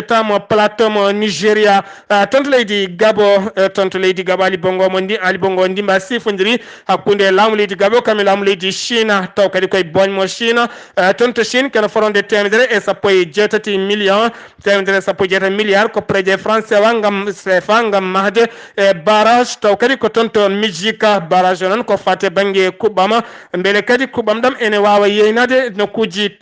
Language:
Fula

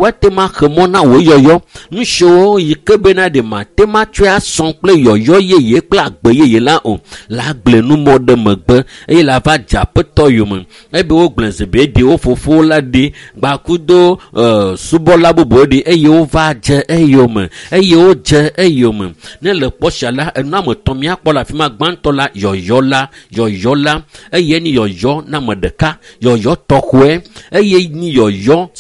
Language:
Ewe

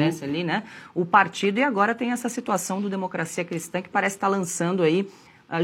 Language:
Portuguese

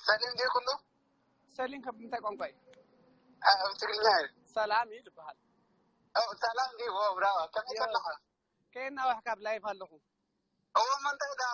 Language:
Tigrinya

